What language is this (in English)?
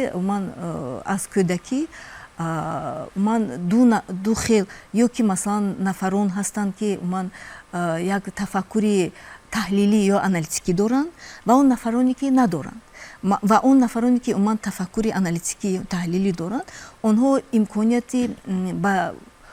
Tajik